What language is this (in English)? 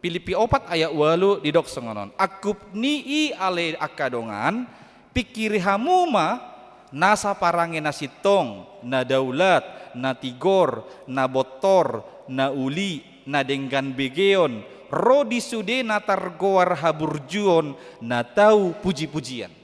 Batak Toba